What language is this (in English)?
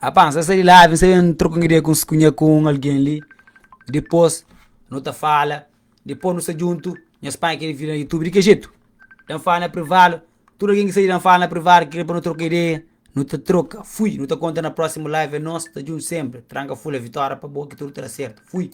Kabuverdianu